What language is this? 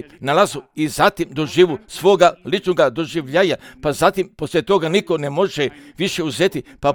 Serbian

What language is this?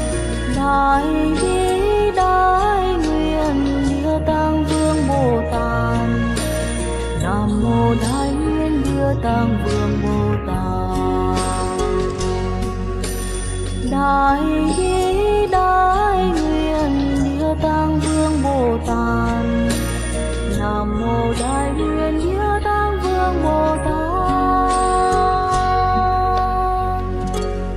Vietnamese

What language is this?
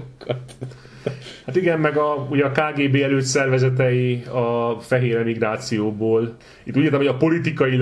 Hungarian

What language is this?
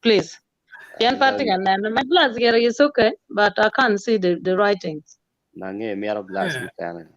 Acoli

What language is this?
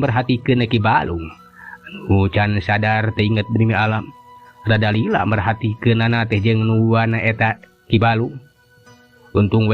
Sundanese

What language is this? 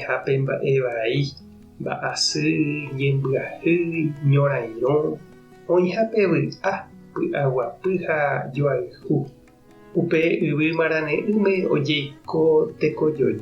Guarani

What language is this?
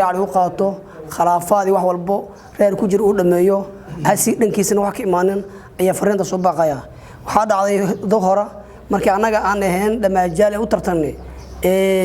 Somali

